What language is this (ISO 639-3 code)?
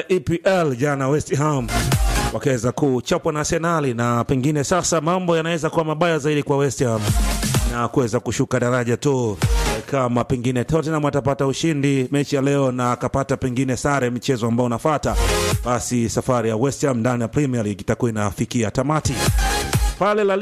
swa